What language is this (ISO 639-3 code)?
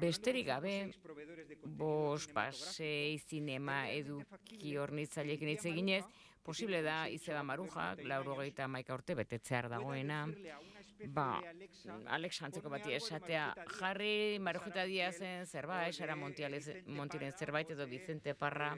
eus